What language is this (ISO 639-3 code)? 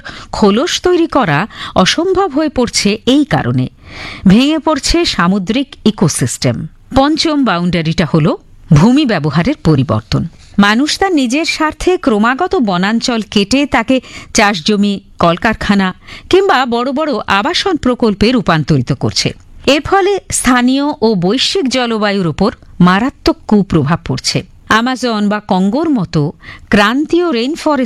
ben